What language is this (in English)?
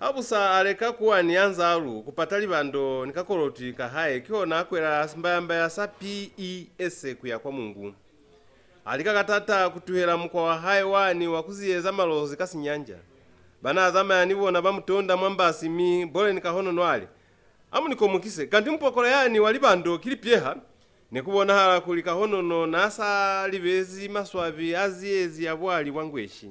Lozi